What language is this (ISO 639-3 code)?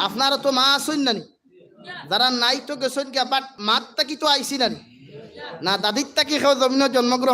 syl